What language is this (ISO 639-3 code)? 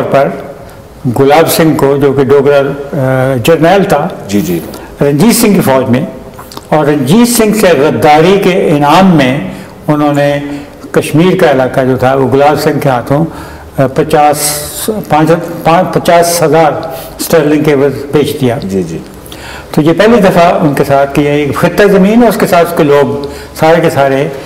urd